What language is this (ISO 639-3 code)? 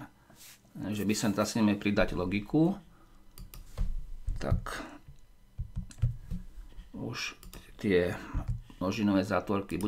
slk